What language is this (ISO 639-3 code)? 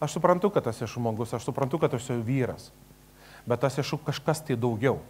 lit